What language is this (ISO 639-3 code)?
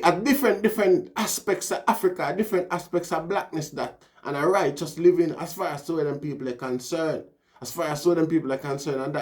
jam